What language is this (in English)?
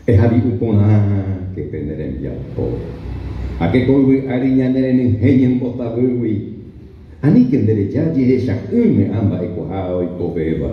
Guarani